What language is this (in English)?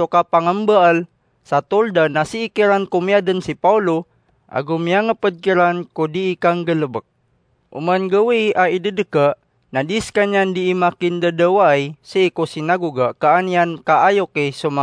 Maranao